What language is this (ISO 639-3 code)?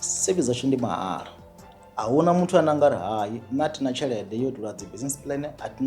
ven